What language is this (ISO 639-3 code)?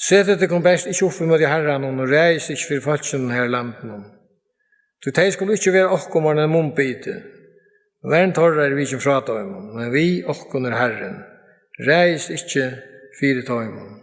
fao